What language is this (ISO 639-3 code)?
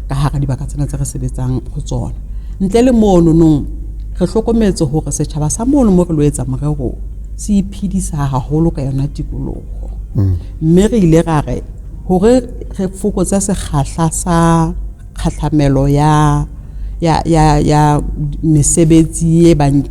sot